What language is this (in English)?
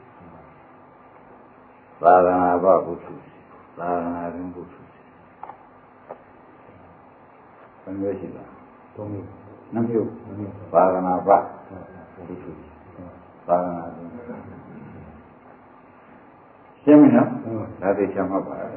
Burmese